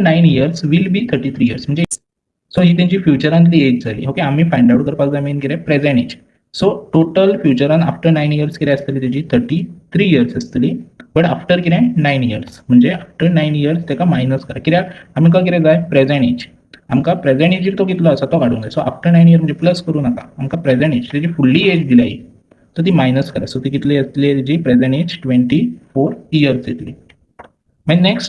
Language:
Konkani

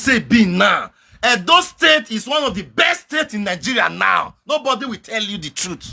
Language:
Nigerian Pidgin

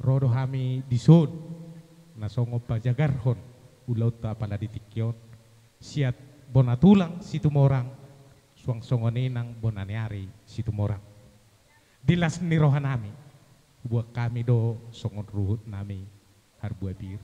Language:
Batak Toba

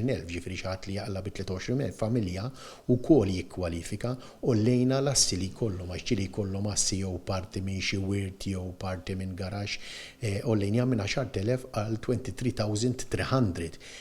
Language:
Maltese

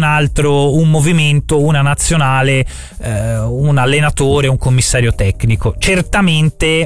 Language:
Italian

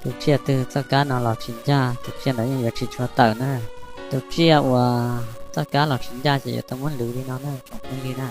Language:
Hmong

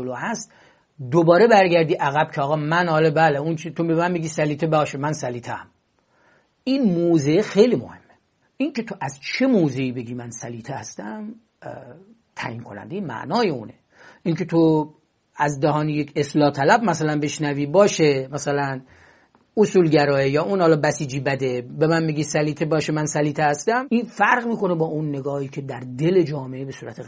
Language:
Persian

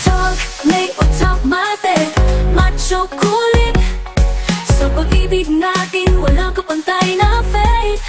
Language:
Hiligaynon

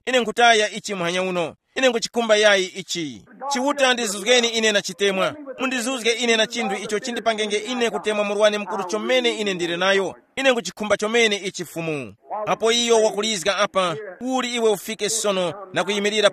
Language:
Tumbuka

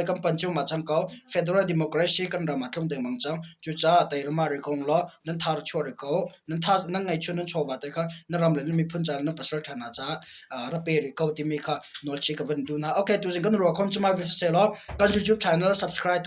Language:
Hakha Chin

